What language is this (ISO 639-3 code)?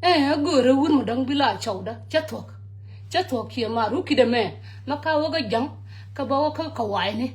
nus